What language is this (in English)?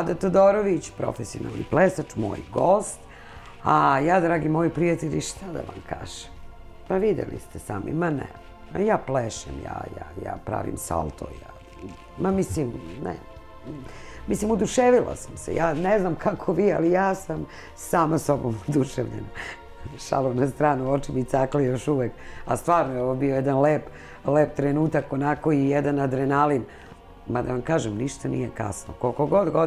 Serbian